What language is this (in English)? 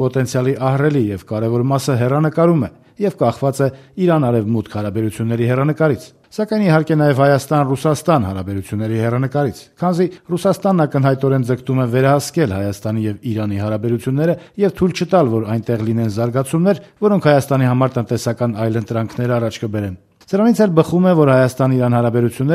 Armenian